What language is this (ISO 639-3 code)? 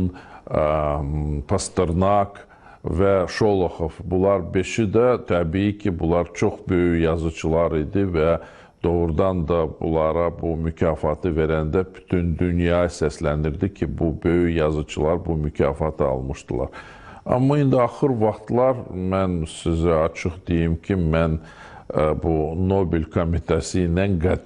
aze